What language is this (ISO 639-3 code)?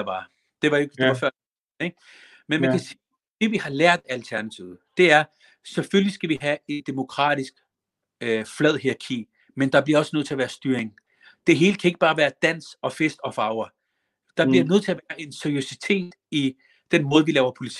dan